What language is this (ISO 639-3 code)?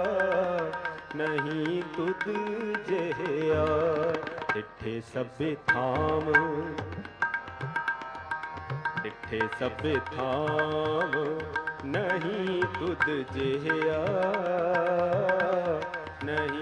pan